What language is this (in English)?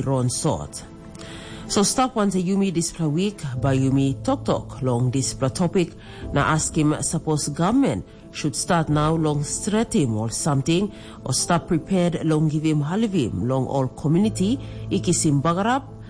Tok Pisin